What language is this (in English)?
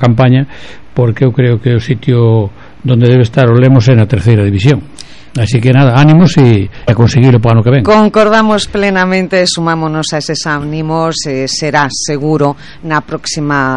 Galician